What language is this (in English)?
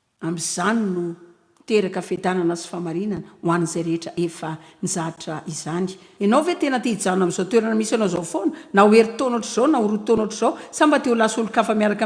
Malagasy